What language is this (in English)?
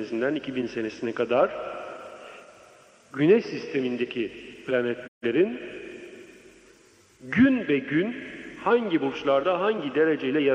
Turkish